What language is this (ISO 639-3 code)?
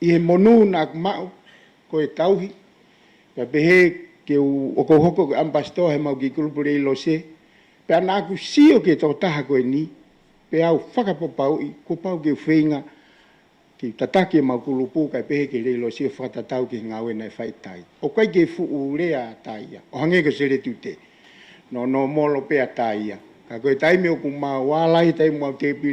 ton